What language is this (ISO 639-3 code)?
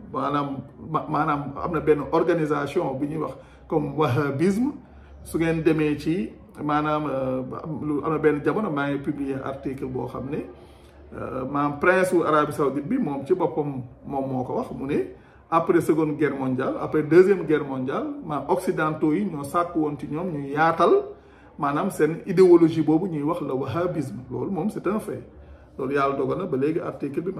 wol